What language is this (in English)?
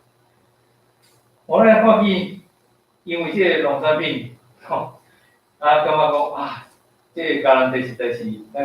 Min Nan Chinese